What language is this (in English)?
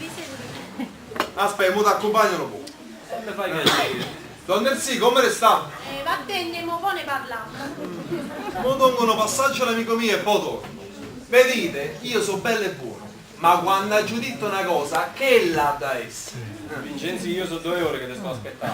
Neapolitan